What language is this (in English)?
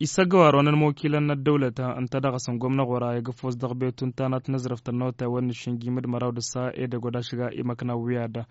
Tamasheq